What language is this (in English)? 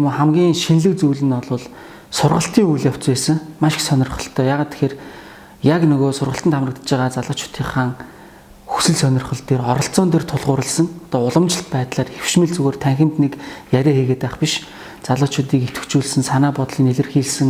Mongolian